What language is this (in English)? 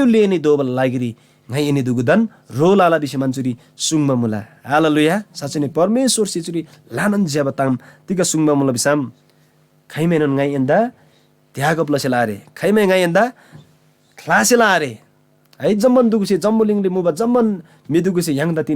Eastern Tamang